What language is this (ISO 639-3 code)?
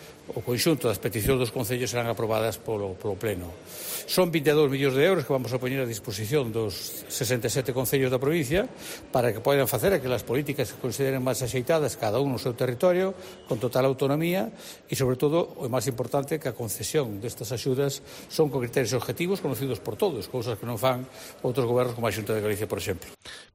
glg